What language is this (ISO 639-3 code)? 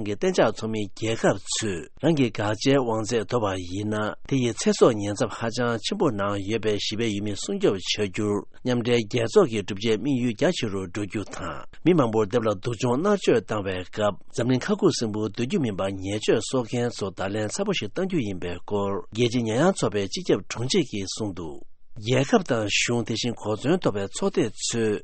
bod